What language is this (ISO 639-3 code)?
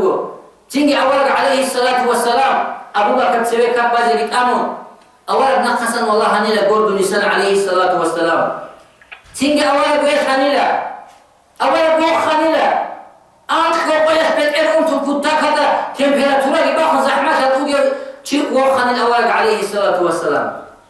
ava